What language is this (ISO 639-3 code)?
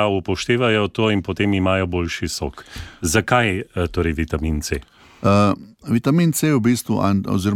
slv